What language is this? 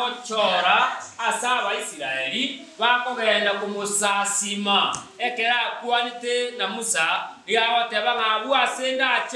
Gusii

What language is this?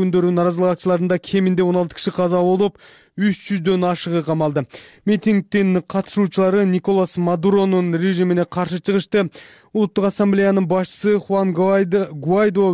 Kyrgyz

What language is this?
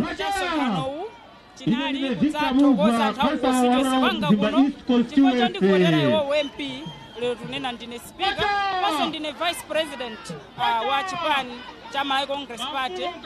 Nyanja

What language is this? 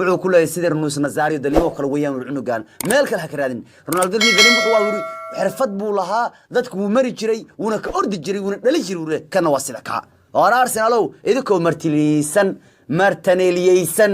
Somali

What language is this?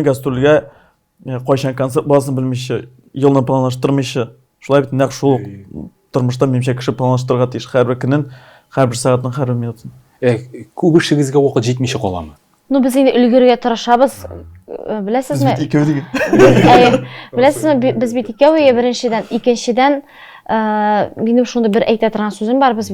Tatar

